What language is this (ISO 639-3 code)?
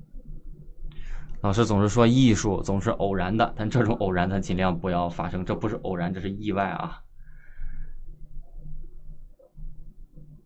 zho